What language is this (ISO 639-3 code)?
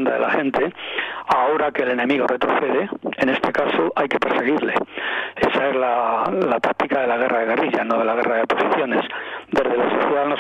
spa